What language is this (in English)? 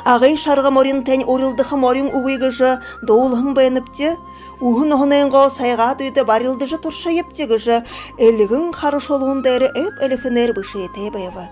Buriat